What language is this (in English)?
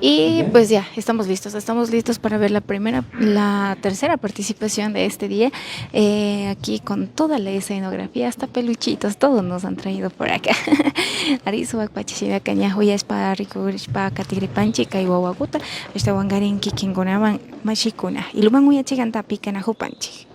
Imbabura Highland Quichua